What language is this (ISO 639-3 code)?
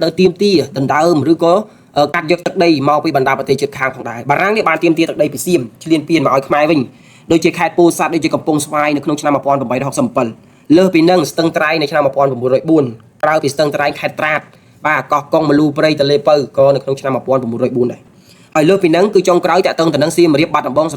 khm